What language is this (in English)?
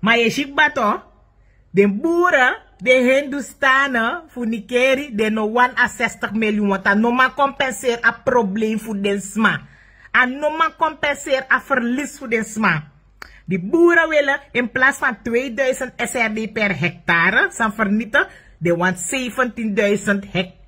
Sranan Tongo